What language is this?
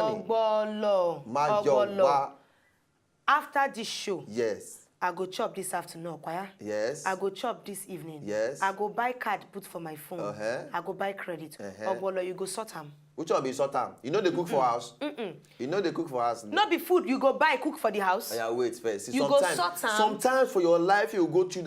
Nigerian Pidgin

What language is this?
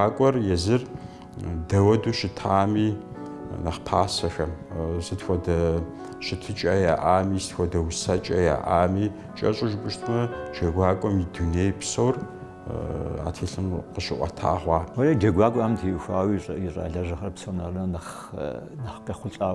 Kabardian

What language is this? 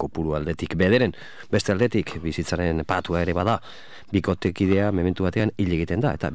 Basque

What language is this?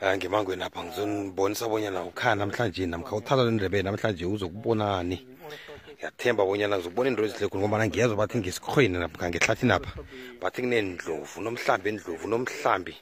South Ndebele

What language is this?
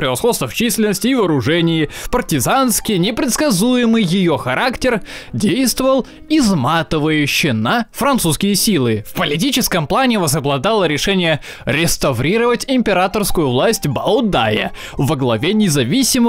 Russian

